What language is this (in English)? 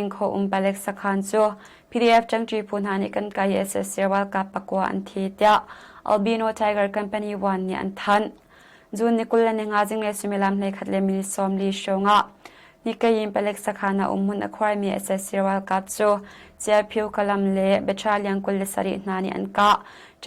Hakha Chin